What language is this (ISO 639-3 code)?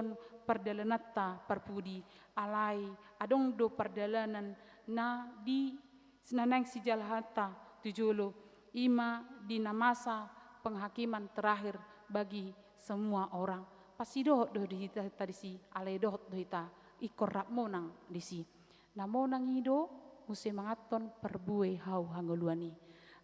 bbc